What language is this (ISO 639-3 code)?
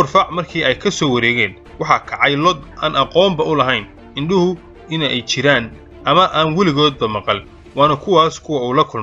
som